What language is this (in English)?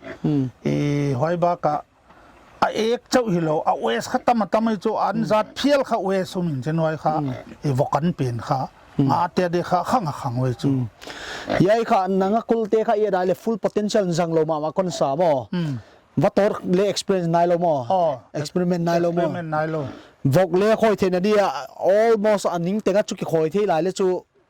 Paite Chin